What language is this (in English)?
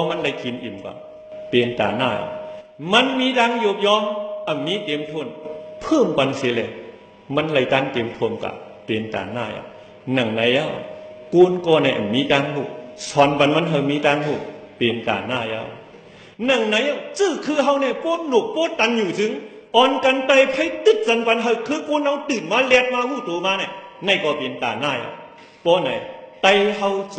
Shan